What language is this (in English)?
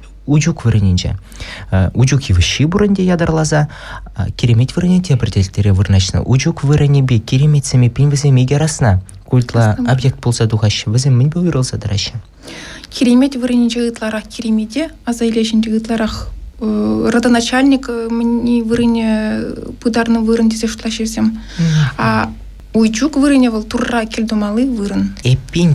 Chuvash